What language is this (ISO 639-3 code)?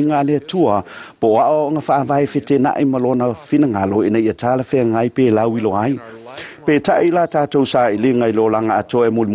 smo